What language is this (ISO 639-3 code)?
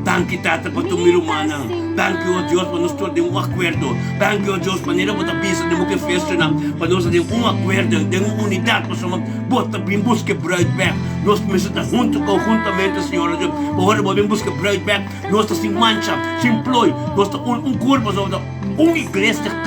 pap